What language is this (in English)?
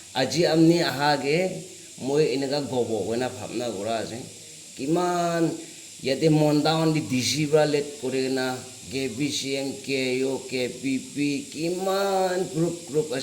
Naga Pidgin